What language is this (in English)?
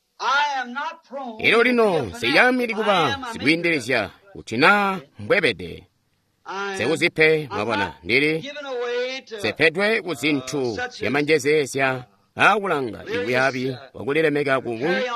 Tonga (Zambia)